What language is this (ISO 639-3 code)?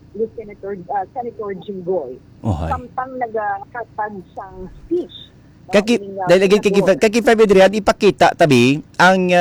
hil